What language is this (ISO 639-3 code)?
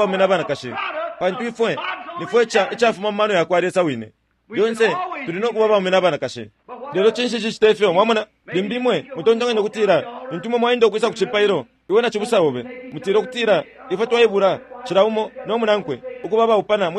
bem